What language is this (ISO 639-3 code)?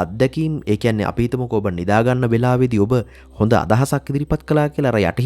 sin